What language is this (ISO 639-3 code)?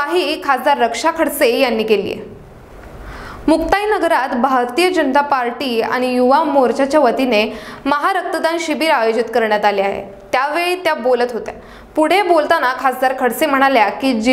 mar